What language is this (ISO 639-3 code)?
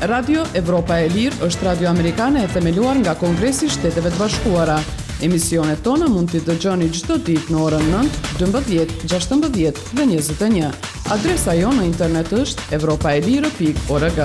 sqi